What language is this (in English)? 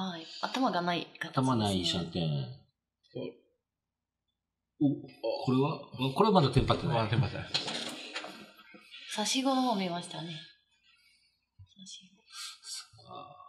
Japanese